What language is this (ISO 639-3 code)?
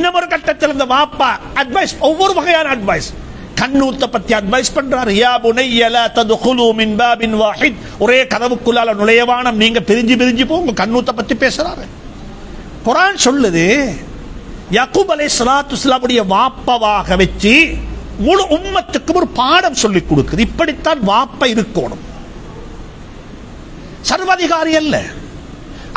tam